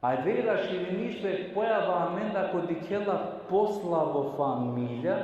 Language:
Balkan Romani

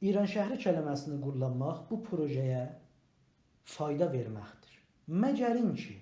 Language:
South Azerbaijani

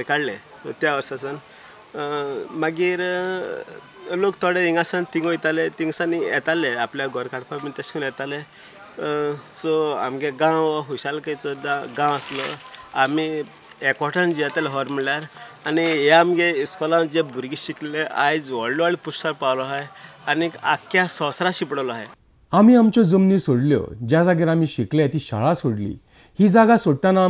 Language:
Konkani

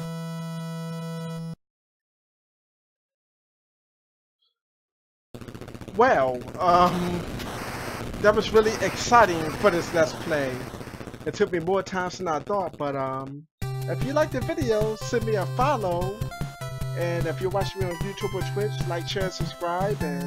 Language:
English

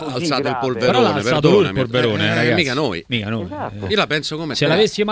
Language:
Italian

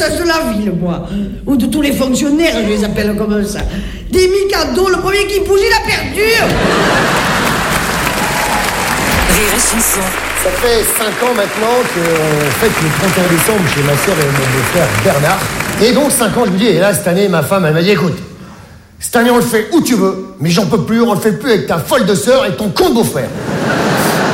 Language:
French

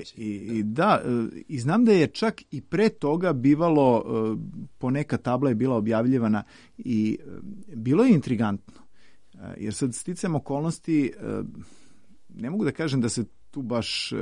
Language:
Serbian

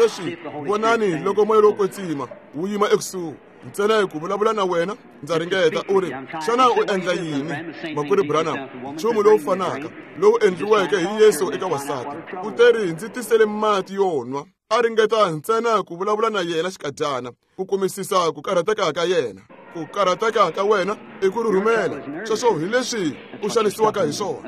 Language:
Tsonga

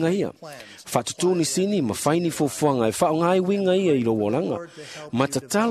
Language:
Samoan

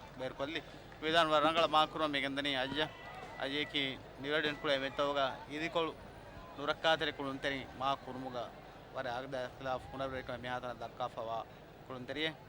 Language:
Divehi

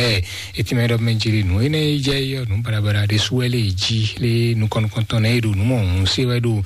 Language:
Fon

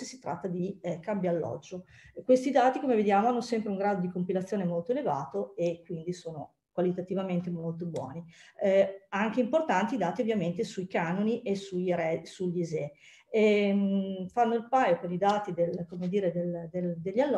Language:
Italian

